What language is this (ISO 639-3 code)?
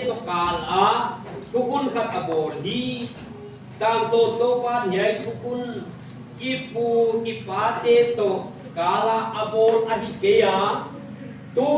pck